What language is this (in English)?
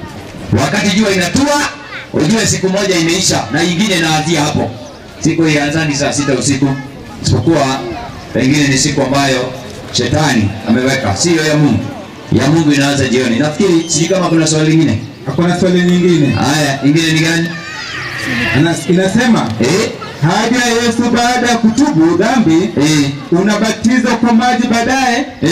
Swahili